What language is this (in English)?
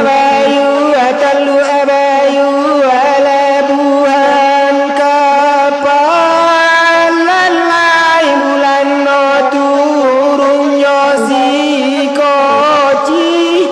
Minangkabau